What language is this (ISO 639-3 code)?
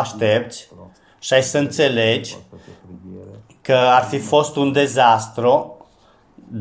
ron